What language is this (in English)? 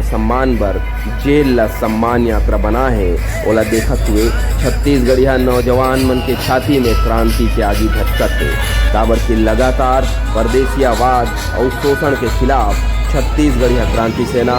Chhattisgarhi